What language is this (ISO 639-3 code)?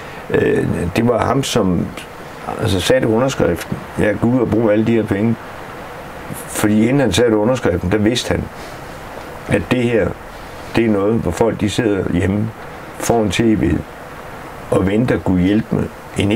dan